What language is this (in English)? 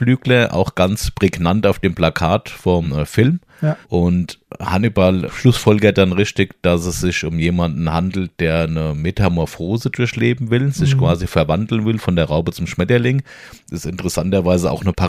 German